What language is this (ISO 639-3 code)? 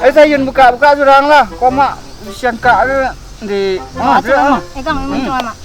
min